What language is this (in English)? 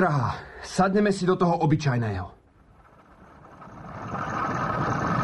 Slovak